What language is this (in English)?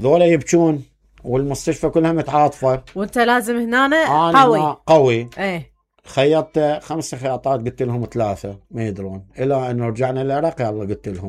Mesopotamian Arabic